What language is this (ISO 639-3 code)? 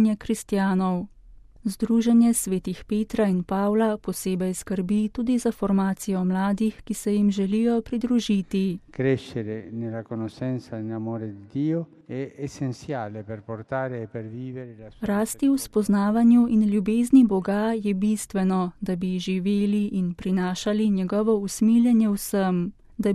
slv